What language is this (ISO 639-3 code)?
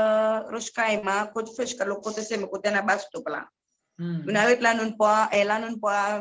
crs